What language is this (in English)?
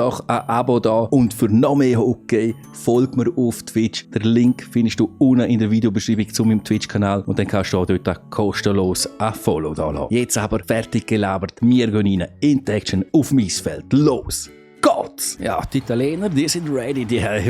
Swiss German